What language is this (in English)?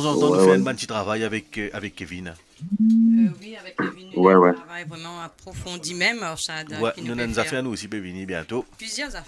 Morisyen